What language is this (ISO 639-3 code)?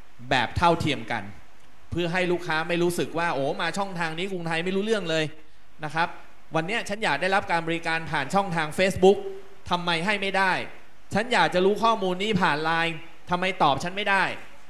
tha